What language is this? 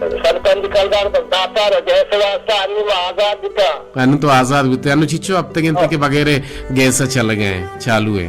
Baluchi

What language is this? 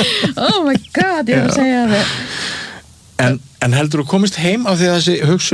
Icelandic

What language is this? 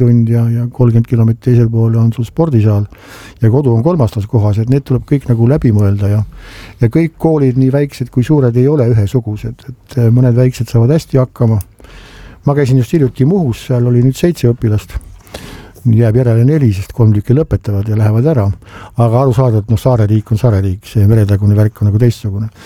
Estonian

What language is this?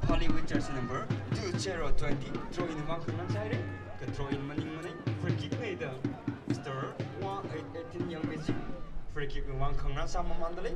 Tangkhul Naga (India)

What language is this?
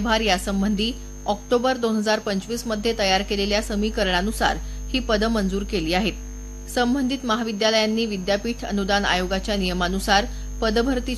Marathi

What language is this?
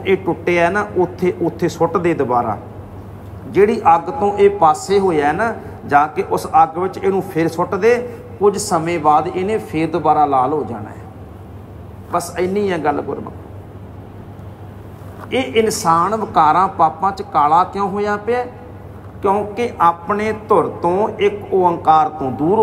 Punjabi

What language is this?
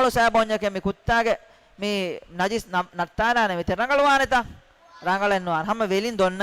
Divehi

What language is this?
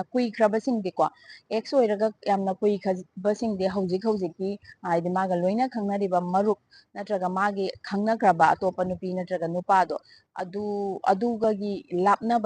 Manipuri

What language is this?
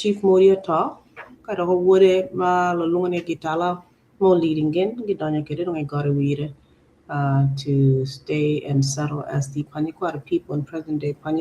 Acoli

